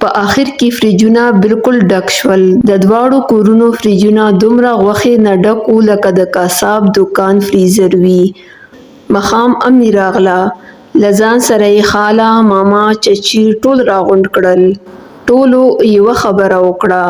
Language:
Pashto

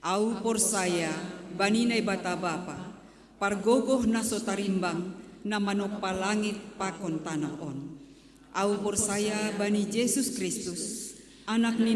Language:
Batak Simalungun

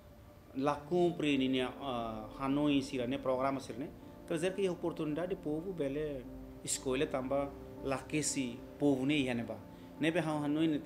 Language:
Tetum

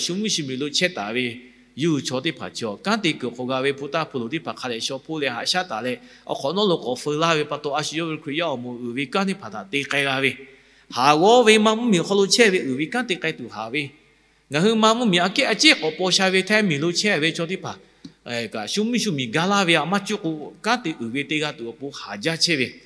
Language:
Lahu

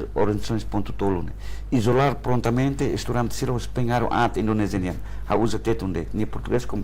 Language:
Tetum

